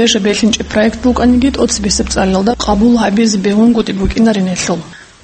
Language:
Avaric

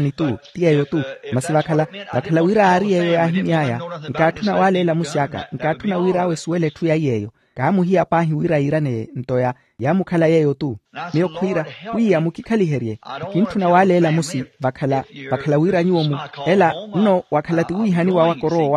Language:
Makhuwa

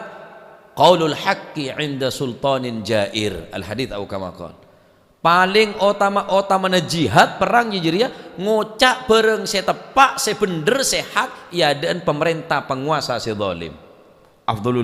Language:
Madurese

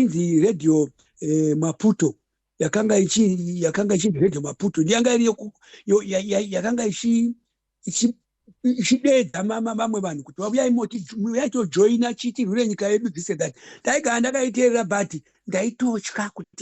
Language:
Shona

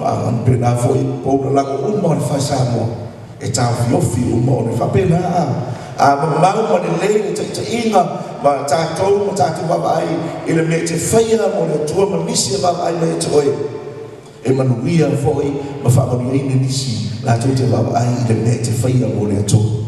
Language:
Samoan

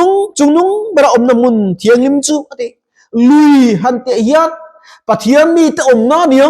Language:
Mizo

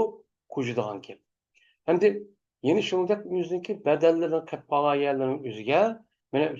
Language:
Uyghur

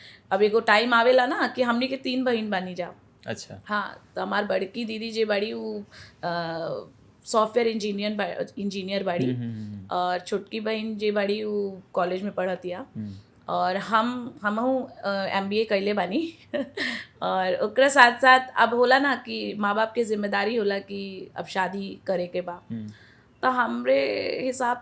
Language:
Bhojpuri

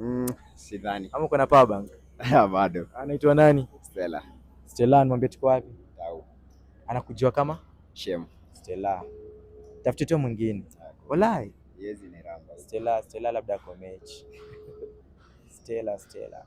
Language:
Swahili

